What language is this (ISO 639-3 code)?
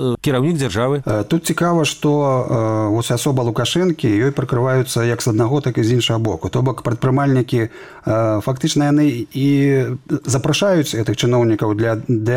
bel